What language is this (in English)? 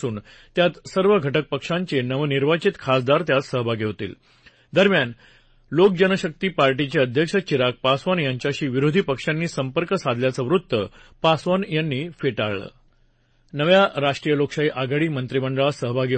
Marathi